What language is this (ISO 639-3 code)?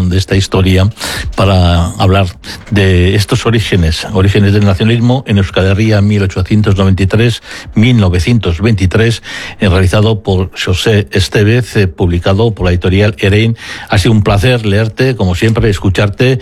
spa